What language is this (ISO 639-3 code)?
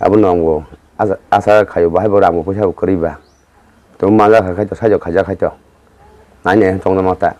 trp